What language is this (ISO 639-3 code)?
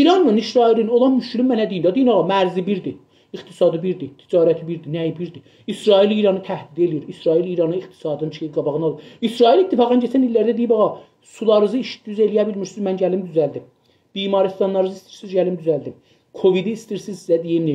azb